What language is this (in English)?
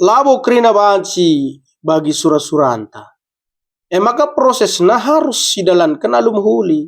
Batak Karo